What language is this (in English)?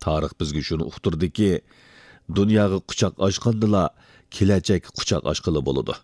Uyghur